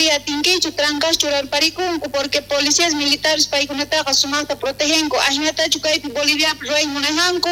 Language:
South Bolivian Quechua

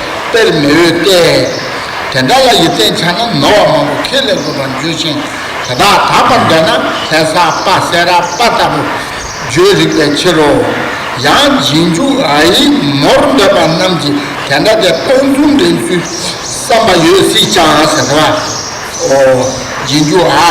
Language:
Tibetan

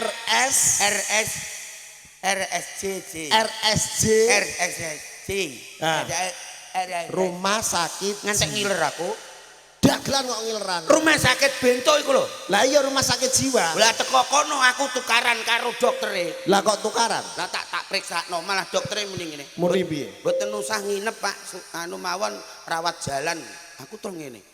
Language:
Javanese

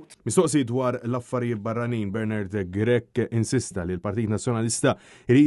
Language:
Maltese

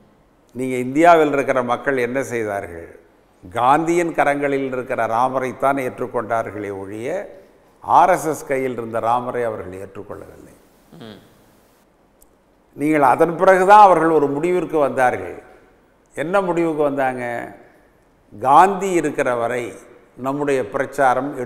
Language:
Tamil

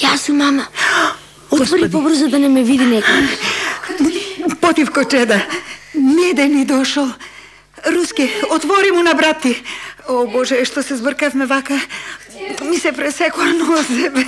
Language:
Macedonian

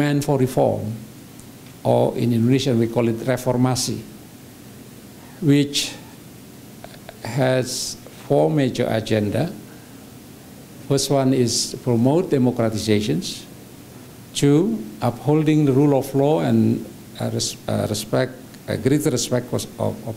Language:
English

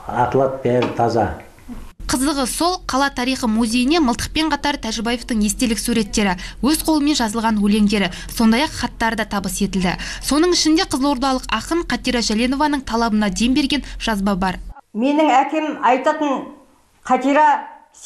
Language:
Kazakh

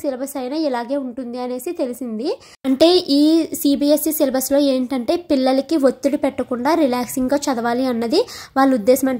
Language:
Telugu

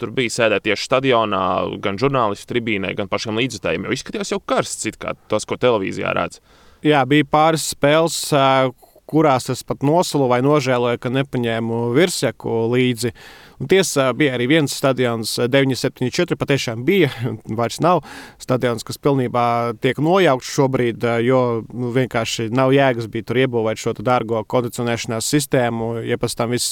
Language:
Latvian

